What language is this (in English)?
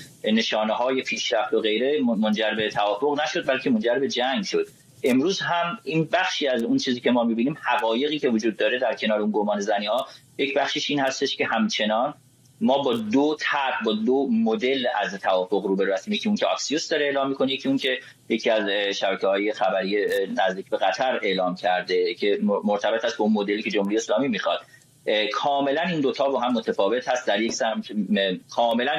Persian